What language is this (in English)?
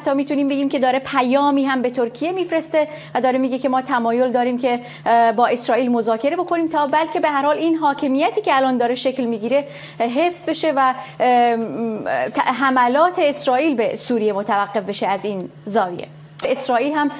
Persian